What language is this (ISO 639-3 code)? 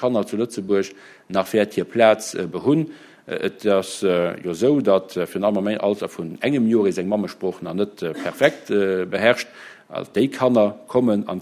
ltz